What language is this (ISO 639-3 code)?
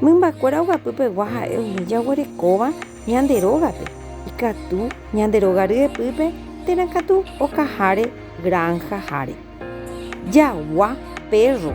grn